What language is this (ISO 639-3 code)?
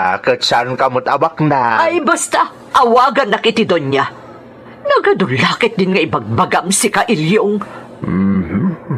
ilo